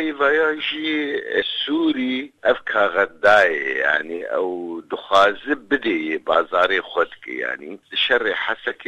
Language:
Kurdish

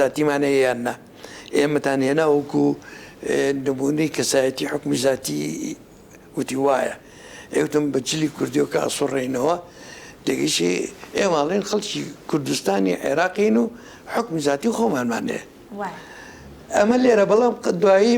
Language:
Central Kurdish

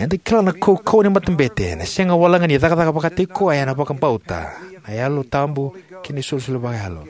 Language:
Fijian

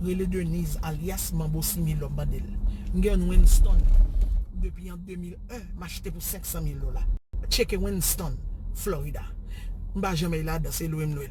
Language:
Haitian Creole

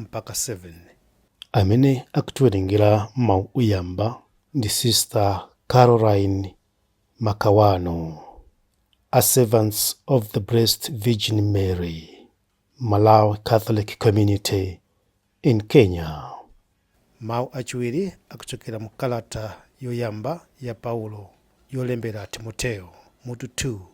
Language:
Nyanja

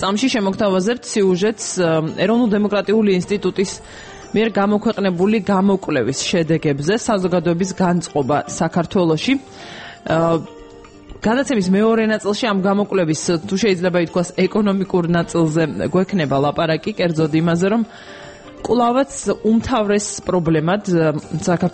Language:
Georgian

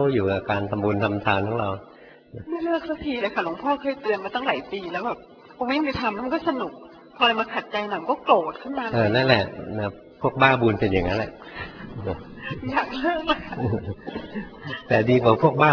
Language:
Thai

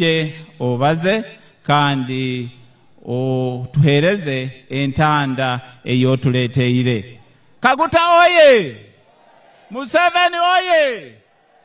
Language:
Nyankole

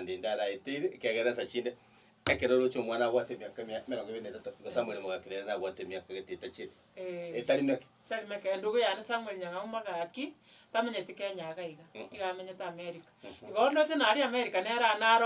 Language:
Gusii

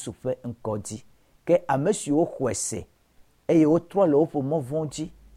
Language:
Ewe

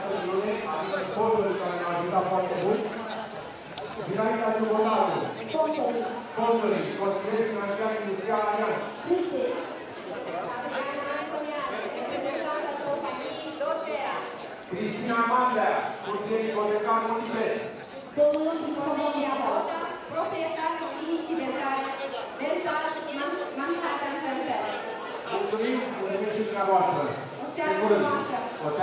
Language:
Romanian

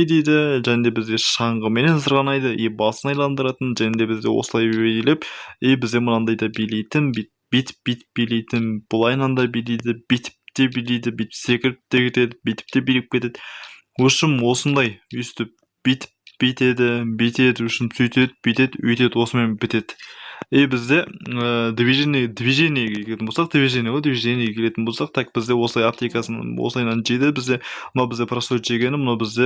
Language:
Kazakh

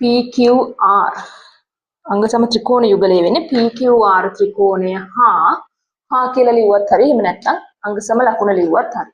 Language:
Sinhala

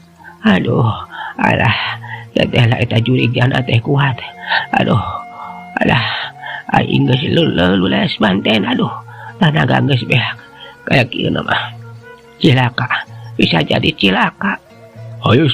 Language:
Sundanese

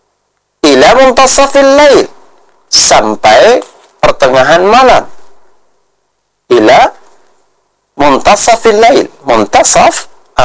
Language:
Indonesian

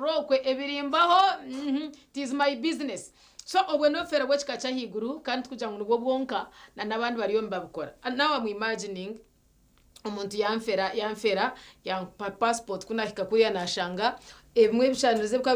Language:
Nyankole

